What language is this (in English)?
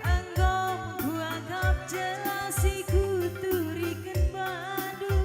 Batak Karo